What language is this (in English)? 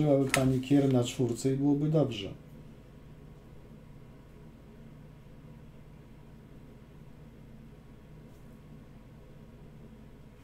Polish